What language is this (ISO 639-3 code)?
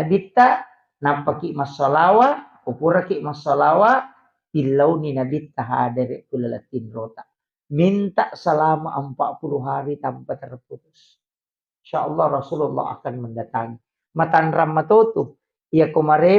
bug